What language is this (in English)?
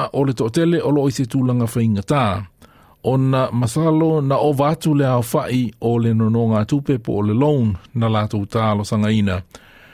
Samoan